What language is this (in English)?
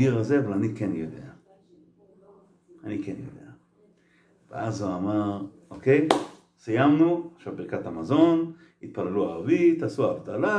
Hebrew